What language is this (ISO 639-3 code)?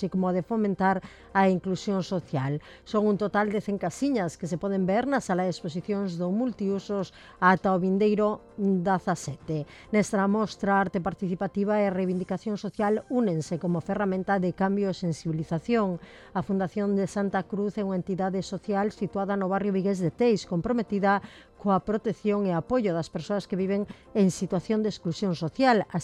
glg